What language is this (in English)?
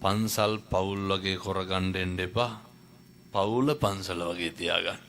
Sinhala